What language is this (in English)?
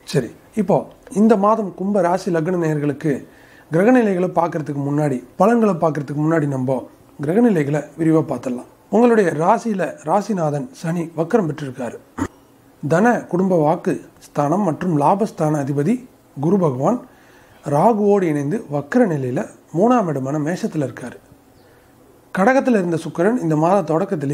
Tamil